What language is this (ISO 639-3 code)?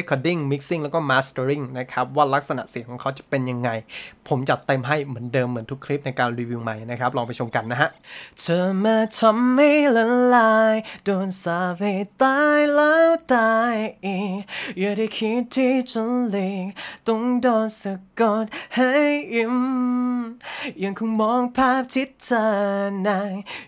tha